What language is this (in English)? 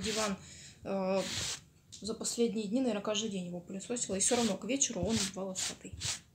Russian